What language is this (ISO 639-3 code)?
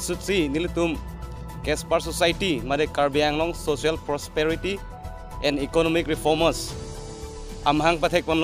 mjw